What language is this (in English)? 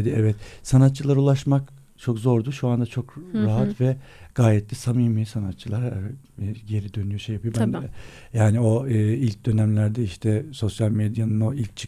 Turkish